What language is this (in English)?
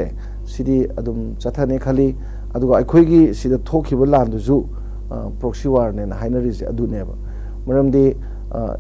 Manipuri